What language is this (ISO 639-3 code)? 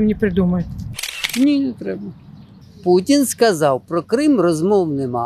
ukr